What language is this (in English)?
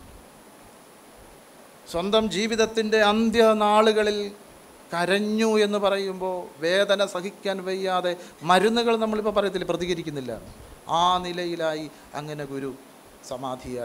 Malayalam